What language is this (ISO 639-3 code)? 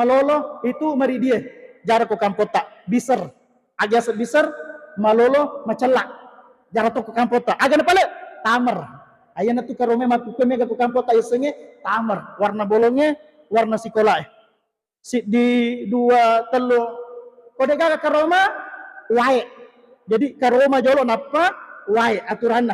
bug